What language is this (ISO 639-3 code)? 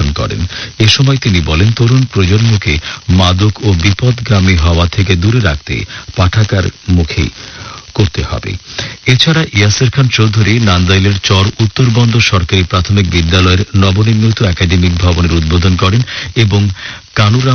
ben